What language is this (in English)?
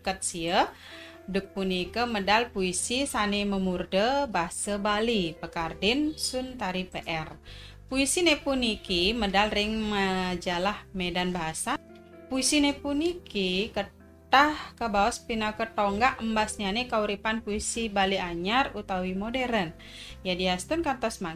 Balinese